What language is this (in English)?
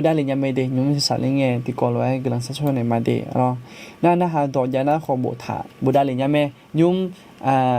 Akha